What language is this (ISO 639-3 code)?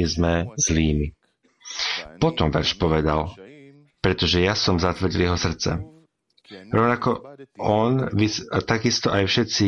slk